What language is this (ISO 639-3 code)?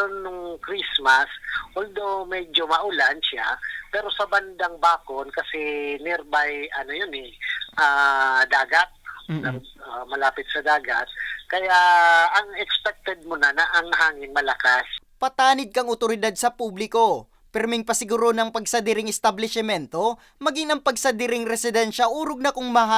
bik